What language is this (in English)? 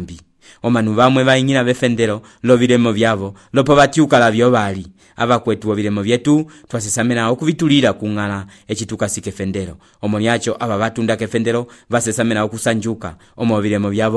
Umbundu